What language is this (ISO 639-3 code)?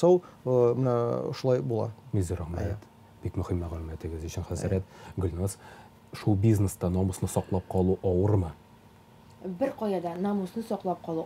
tat